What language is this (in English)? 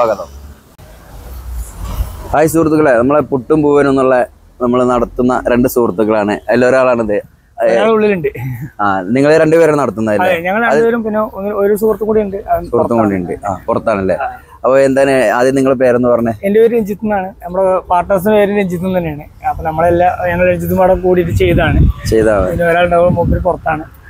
Malayalam